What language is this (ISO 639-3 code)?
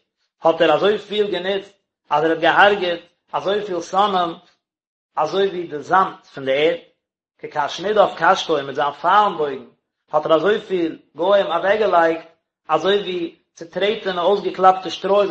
yid